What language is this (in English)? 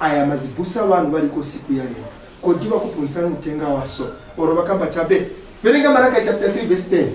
Nyanja